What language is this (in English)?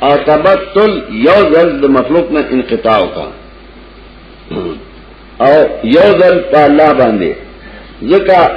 Pashto